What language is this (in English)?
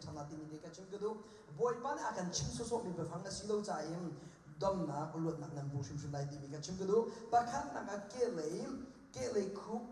Hakha Chin